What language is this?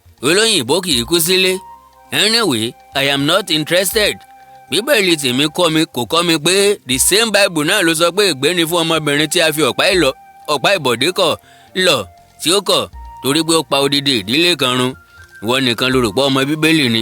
Yoruba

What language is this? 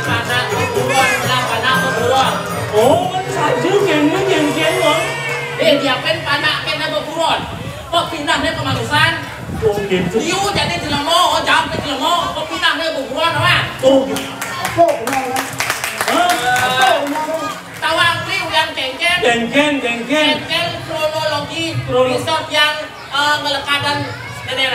Balinese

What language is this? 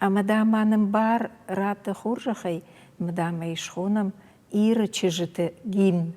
Ossetic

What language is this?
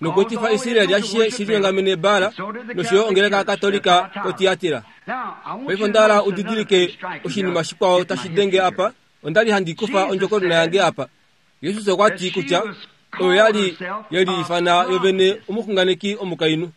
Kuanyama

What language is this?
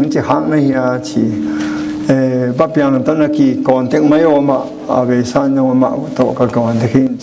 Tedim Chin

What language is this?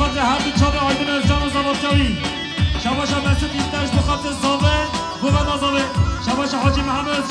Kurdish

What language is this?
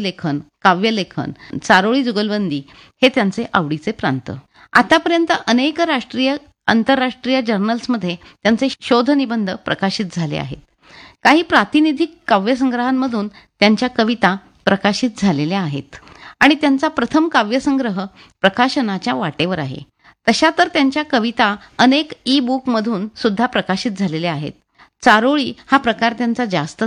Marathi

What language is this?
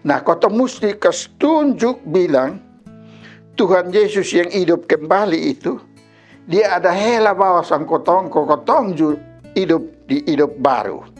Kupang Malay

